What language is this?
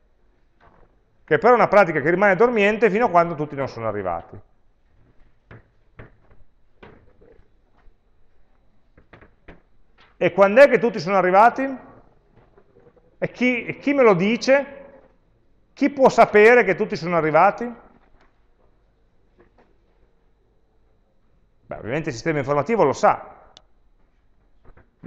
Italian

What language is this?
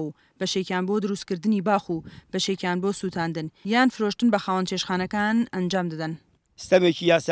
Central Kurdish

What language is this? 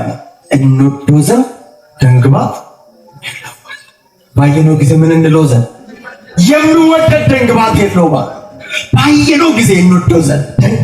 Amharic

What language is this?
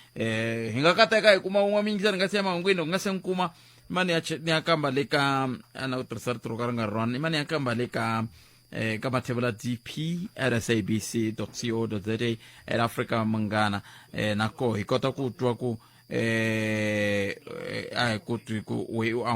Tsonga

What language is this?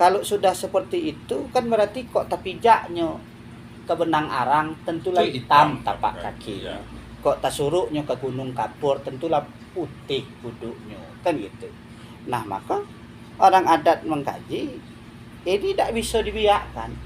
Minangkabau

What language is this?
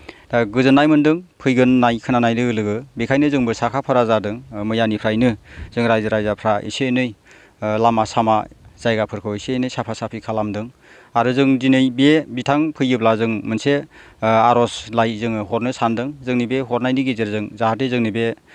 Bodo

